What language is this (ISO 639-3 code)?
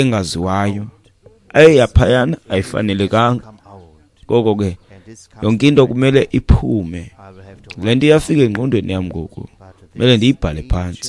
xho